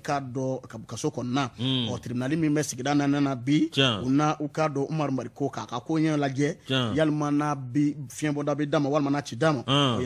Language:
Bambara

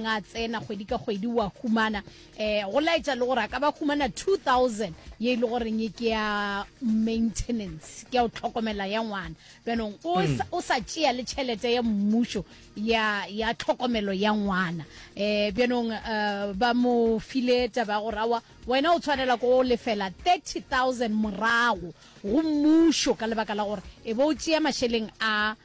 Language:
Northern Sotho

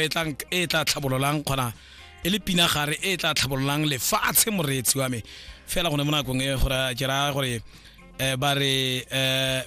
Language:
Tswana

